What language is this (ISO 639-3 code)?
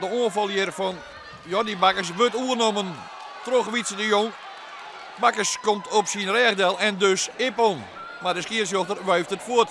fry